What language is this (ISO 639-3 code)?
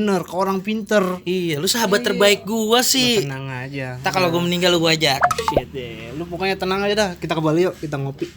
bew